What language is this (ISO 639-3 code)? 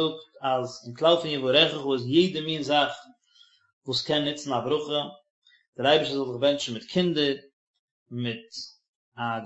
yid